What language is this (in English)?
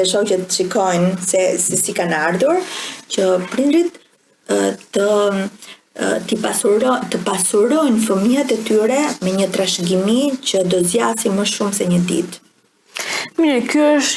Albanian